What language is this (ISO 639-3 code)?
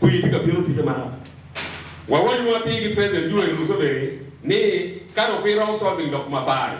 ach